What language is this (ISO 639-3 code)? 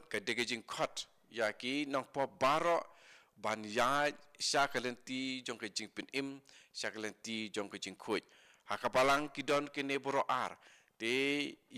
kha